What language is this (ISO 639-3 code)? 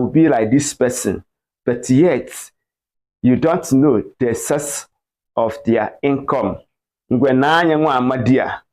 ibo